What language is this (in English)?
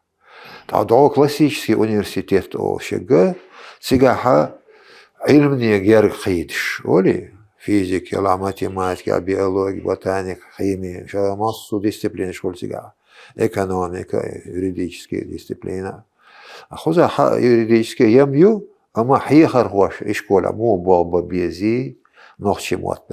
Chechen